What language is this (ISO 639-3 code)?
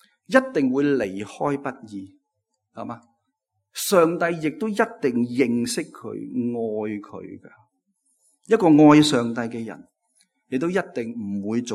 yue